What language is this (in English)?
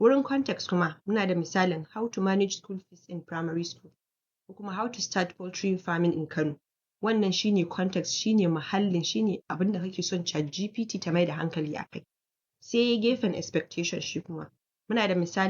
Hausa